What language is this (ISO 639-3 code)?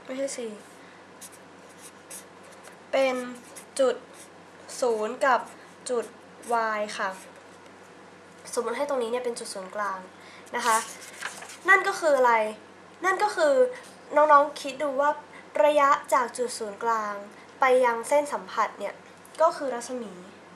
tha